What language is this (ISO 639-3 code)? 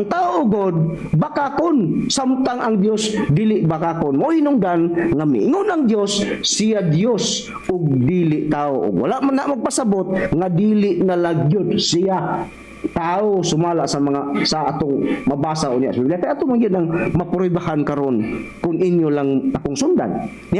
ceb